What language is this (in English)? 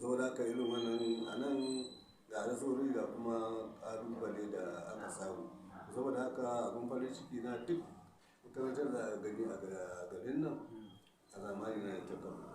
Hausa